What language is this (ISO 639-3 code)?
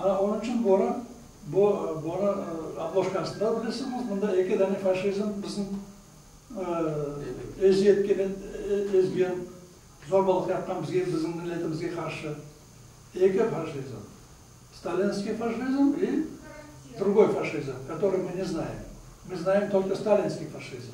crh